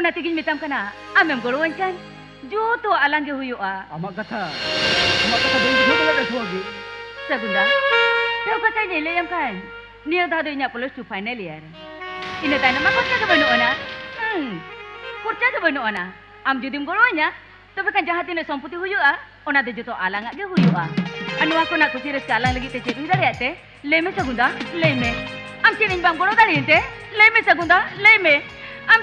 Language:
Santali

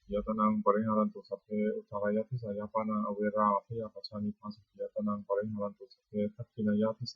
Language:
Pali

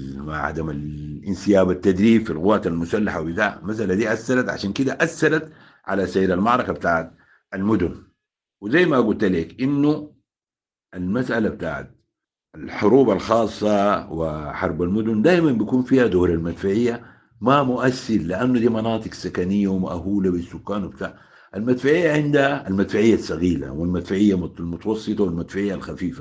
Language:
Sudanese Arabic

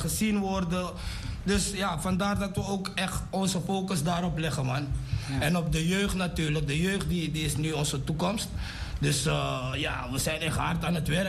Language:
Dutch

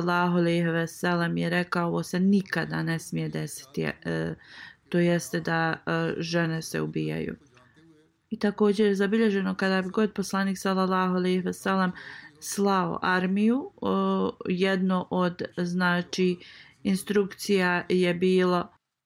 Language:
Bosnian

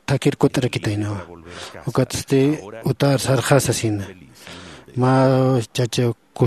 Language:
Aymara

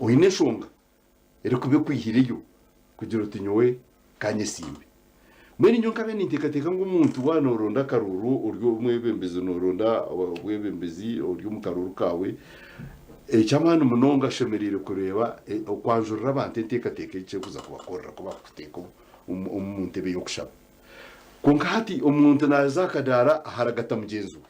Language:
Nyankole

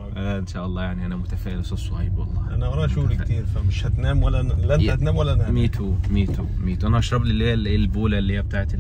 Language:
Egyptian Arabic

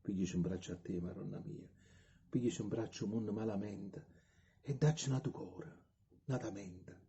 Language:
Neapolitan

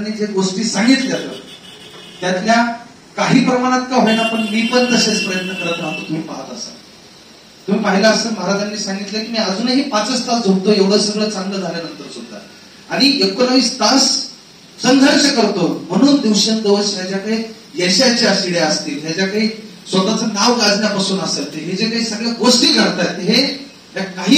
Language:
Marathi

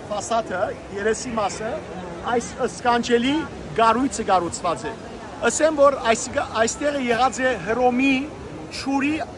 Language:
Western Armenian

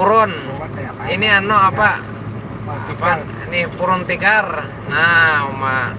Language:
Banjar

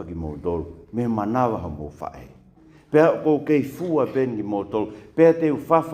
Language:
Tongan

